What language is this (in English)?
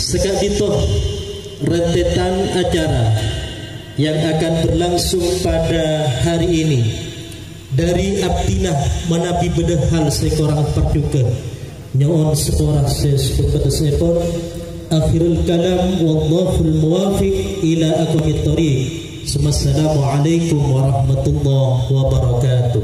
Madurese